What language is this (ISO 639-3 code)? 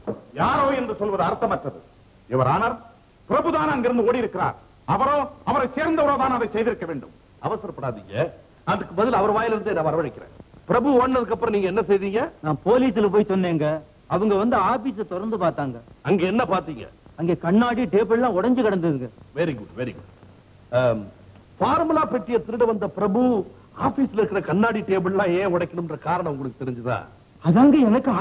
tam